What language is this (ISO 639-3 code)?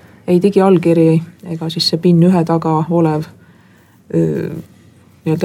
est